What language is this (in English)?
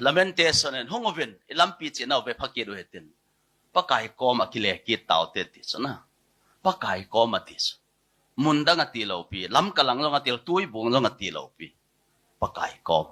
Thado Chin